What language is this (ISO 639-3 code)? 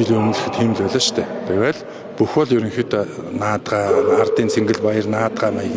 mon